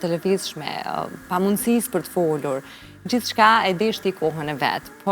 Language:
Albanian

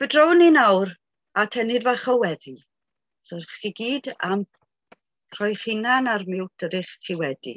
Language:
Welsh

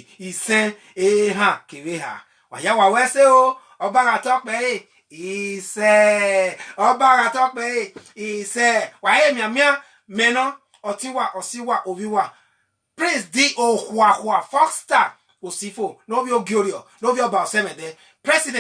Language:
Bini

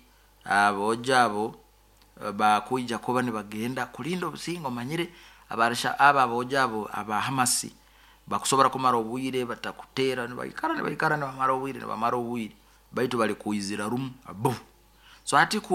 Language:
Nyoro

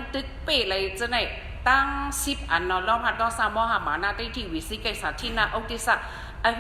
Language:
Shan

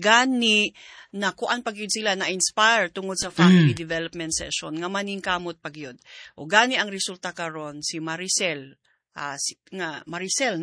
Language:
Cebuano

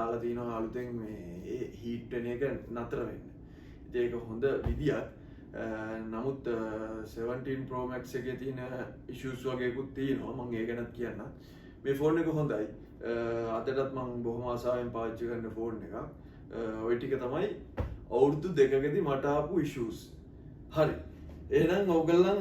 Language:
Sinhala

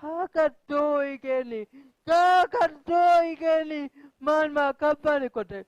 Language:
Divehi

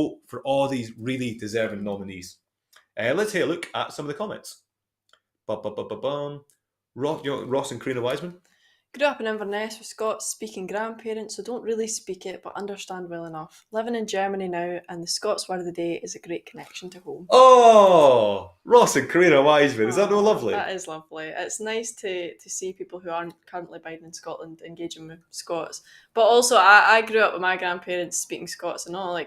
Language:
Scots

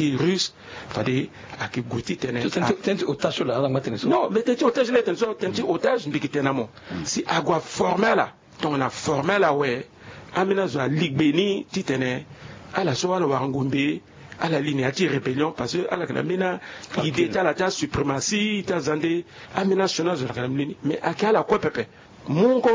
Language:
Sango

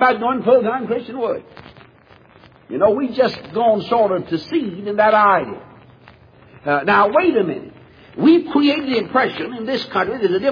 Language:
English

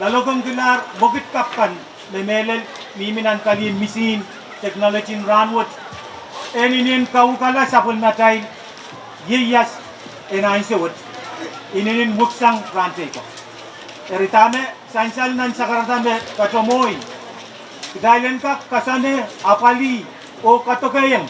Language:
Pohnpeian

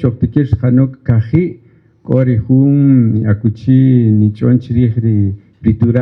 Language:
Kaqchikel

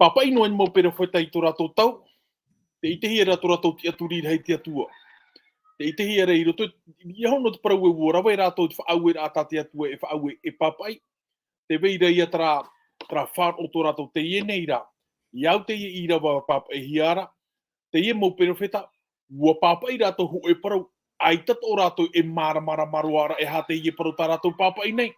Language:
Tahitian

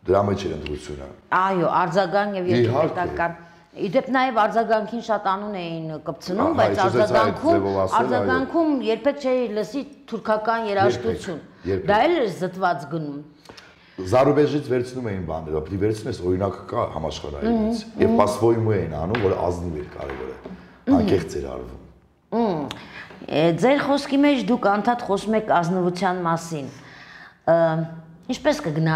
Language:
Armenian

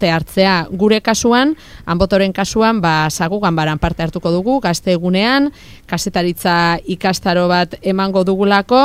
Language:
Basque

